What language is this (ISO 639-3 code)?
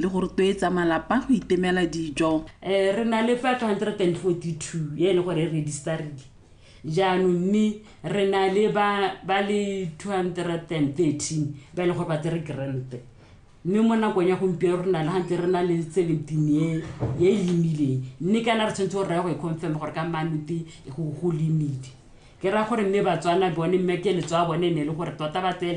tsn